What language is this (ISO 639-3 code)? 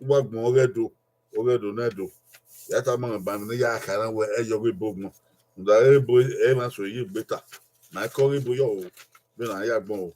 bin